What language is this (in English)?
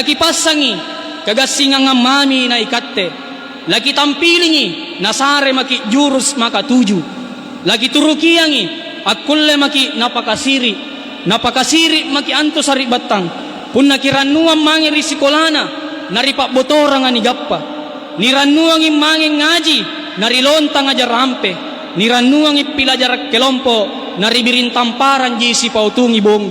Makasar